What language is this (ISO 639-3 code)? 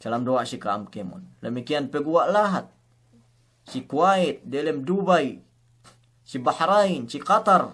yka